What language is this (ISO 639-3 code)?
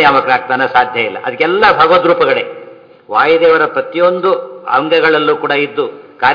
kan